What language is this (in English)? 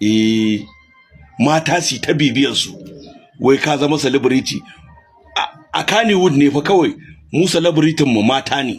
Hausa